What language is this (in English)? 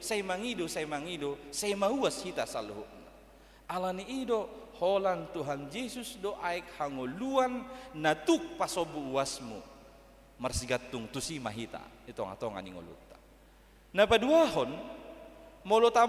Batak Toba